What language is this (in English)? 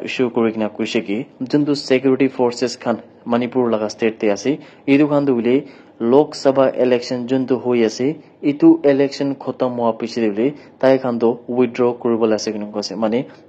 Naga Pidgin